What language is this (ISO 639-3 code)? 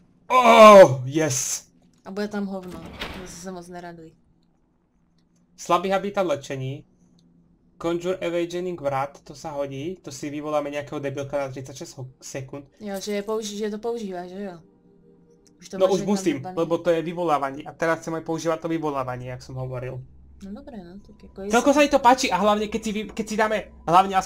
slk